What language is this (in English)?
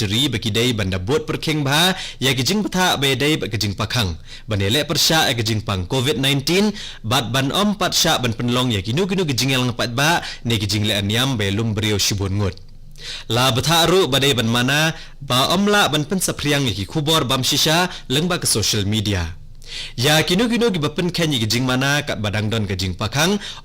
Khasi